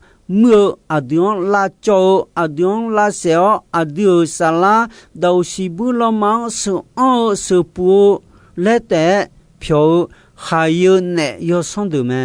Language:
Akha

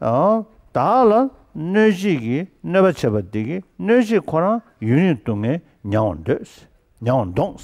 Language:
Tibetan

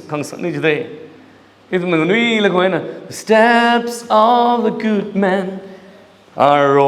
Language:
Tangkhul Naga (India)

